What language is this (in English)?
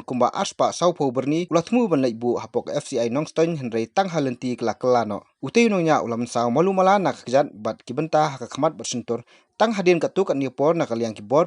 Khasi